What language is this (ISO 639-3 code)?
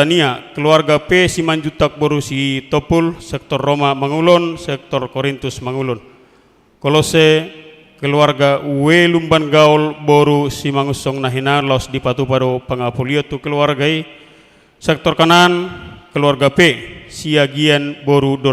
bbc